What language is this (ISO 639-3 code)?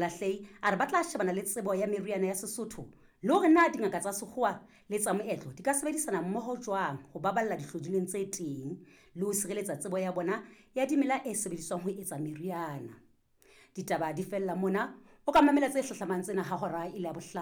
sot